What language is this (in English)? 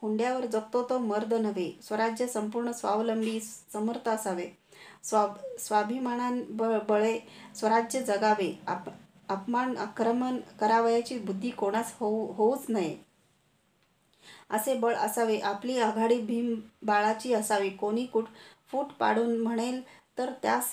Marathi